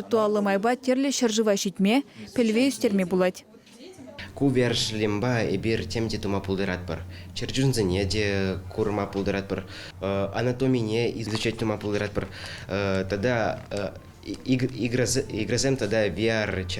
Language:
Chuvash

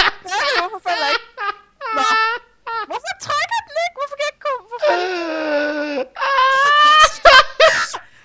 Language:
Danish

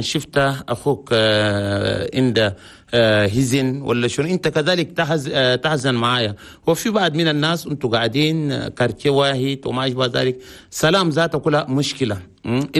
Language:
Chadian Arabic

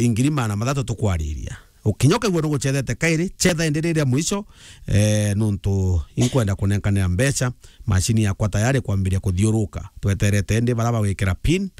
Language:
Meru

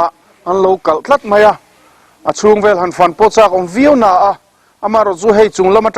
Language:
Mizo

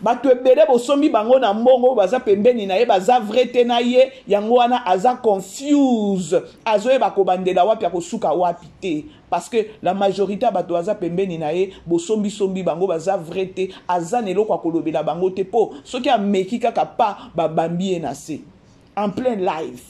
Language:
Lingala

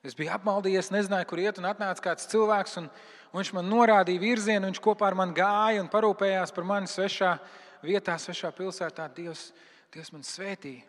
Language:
Latvian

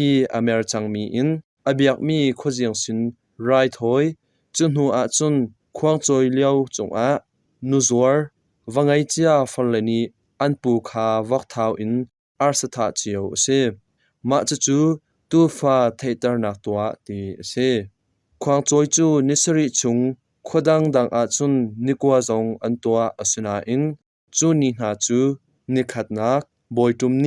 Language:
Hakha Chin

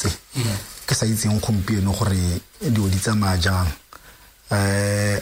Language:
Tswana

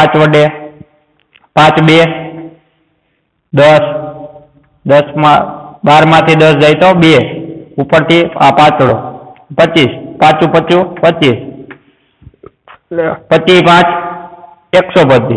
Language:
Gujarati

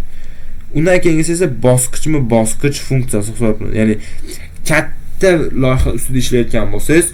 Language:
Uzbek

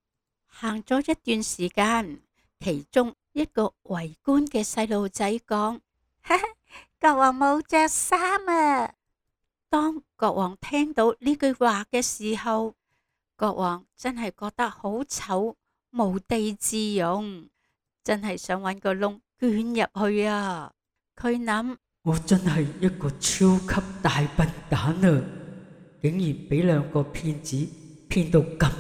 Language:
Cantonese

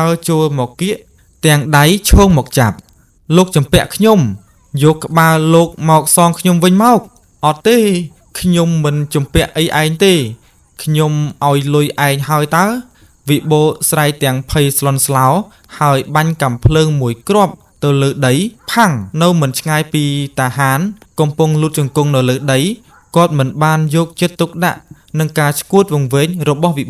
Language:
Khmer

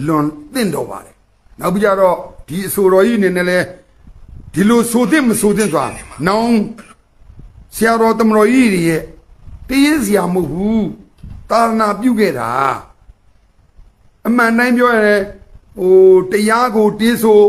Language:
Burmese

